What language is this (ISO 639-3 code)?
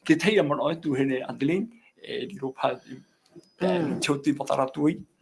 tah